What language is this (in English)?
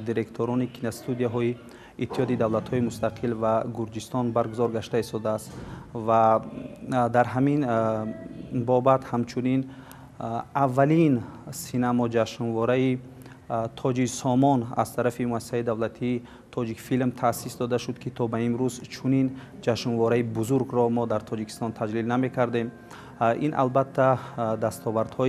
Tajik